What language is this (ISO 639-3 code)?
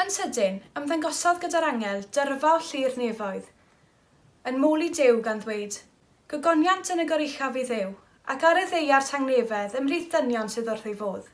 cym